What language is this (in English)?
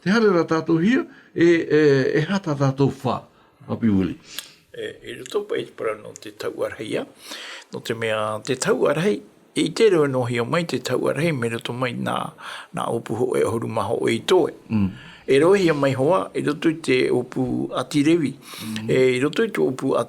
Tahitian